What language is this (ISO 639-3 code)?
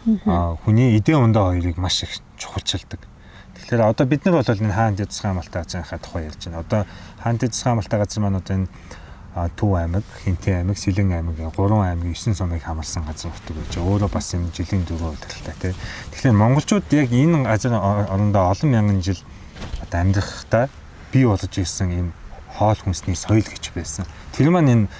mon